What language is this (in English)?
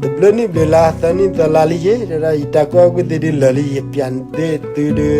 S'gaw Karen